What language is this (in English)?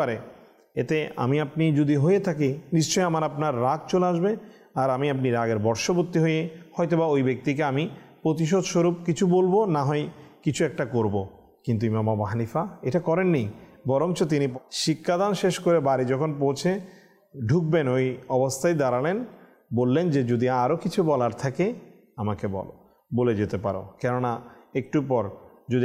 Bangla